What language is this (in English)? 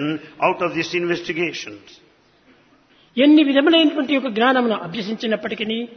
Telugu